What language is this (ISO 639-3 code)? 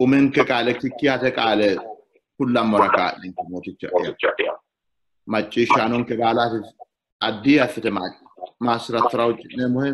sid